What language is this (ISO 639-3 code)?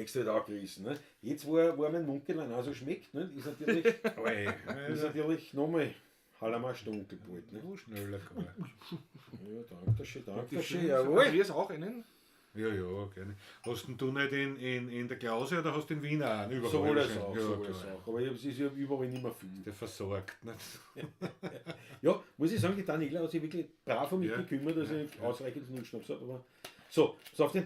bar